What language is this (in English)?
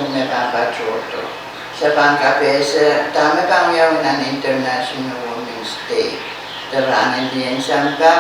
Pohnpeian